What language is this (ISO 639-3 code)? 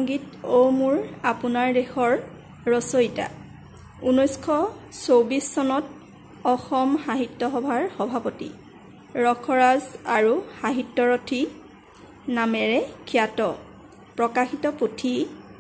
asm